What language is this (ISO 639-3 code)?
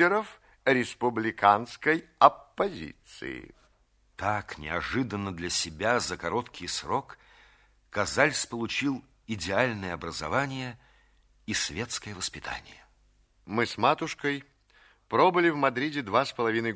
rus